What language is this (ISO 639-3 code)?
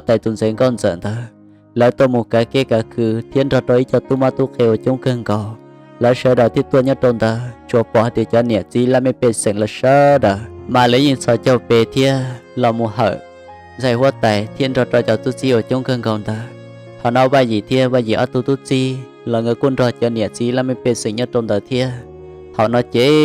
hmn